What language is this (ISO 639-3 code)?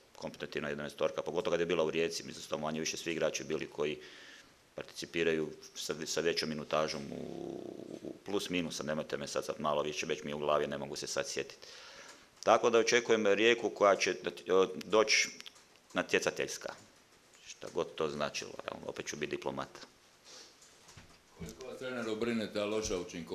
hrv